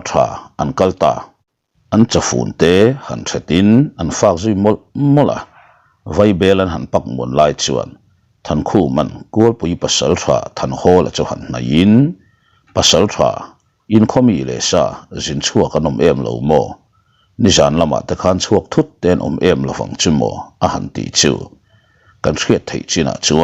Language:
Mizo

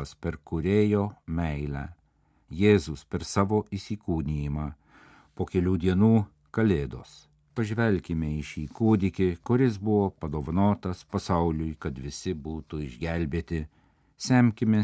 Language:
Lithuanian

